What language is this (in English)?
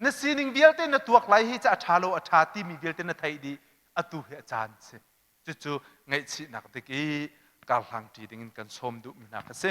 Hakha Chin